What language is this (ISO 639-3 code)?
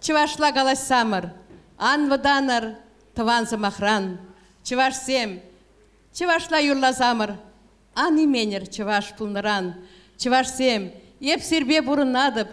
chv